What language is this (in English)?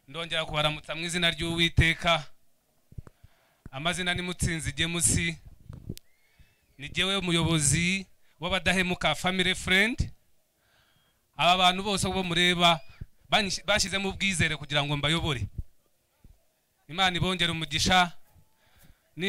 Kinyarwanda